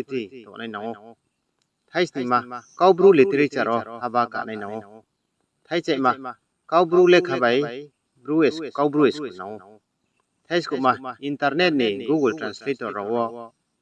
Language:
Riang (India)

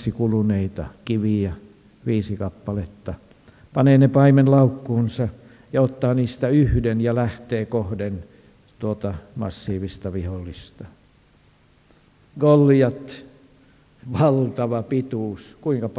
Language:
Finnish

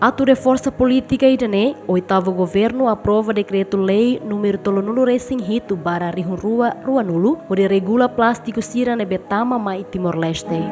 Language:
Tetum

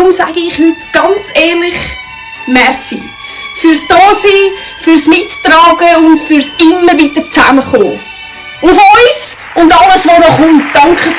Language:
Swiss German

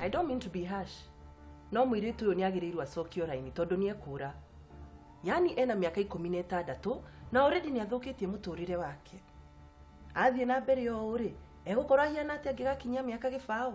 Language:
Kikuyu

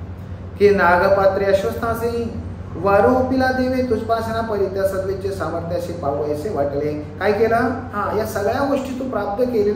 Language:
Marathi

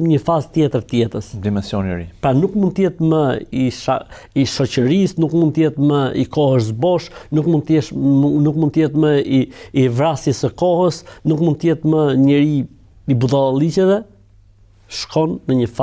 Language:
Albanian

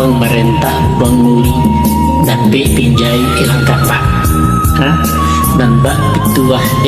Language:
Minangkabau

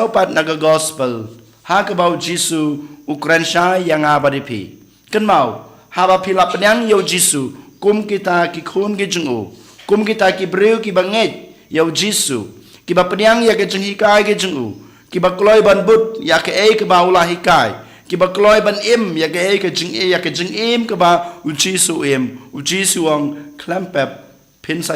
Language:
Khasi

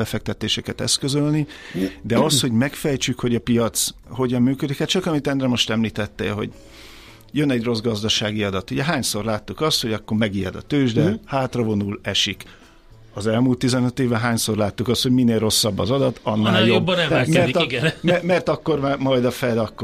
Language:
Hungarian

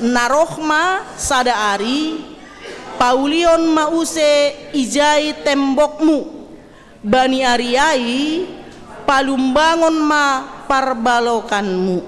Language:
Batak Simalungun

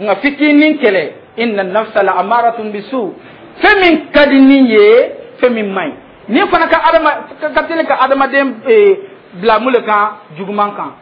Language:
Dyula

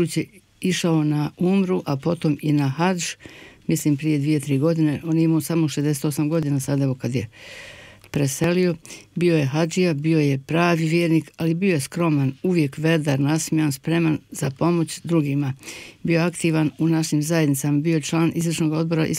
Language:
Bosnian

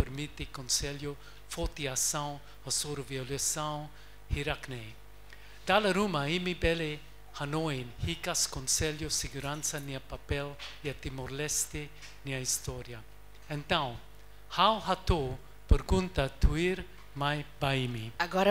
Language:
Tetum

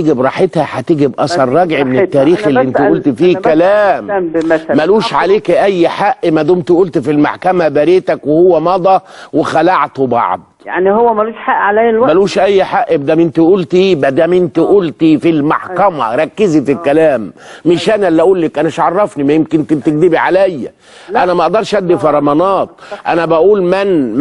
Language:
Egyptian Arabic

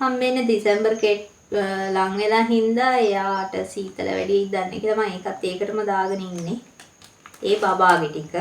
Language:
Sinhala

